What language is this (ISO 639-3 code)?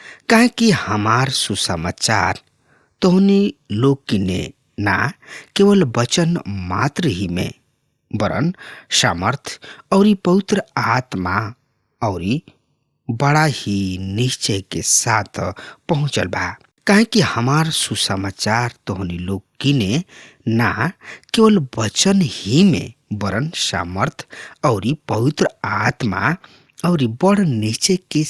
bho